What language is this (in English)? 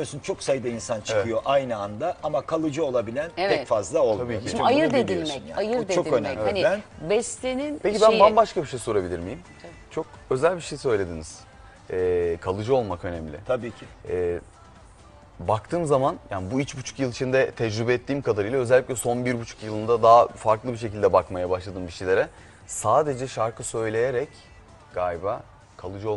Turkish